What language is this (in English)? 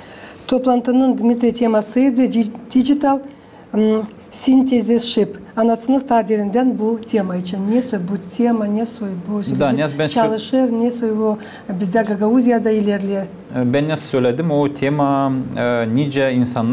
Gagauz